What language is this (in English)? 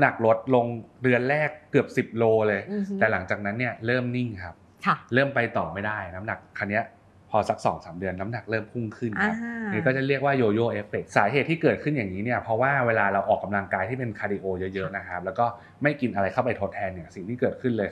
Thai